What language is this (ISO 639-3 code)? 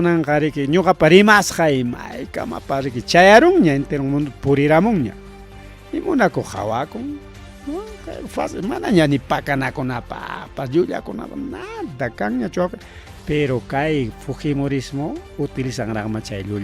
quy